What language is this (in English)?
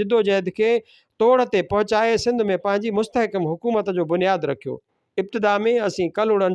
Sindhi